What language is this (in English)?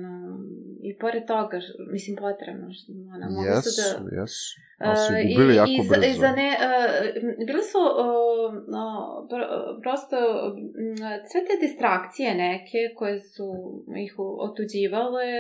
Serbian